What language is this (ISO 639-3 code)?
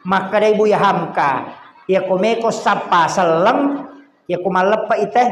bug